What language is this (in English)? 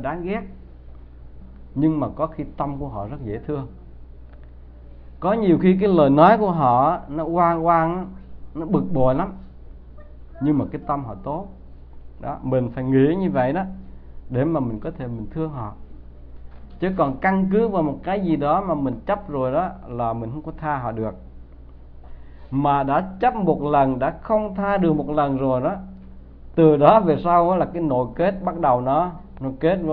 Vietnamese